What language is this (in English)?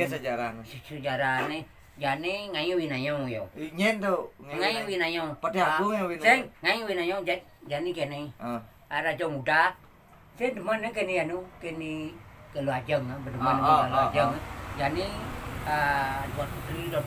Balinese